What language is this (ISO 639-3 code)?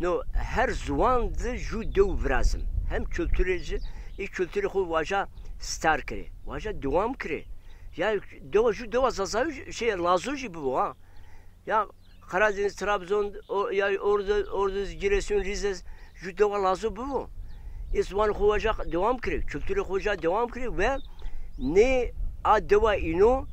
zza